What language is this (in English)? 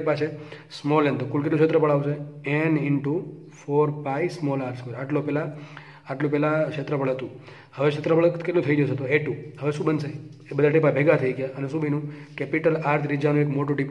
Gujarati